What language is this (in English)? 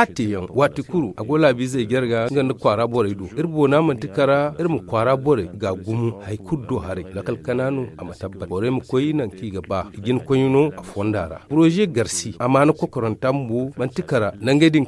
Zarma